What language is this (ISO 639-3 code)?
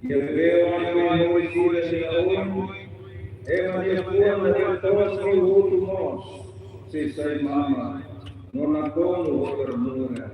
tet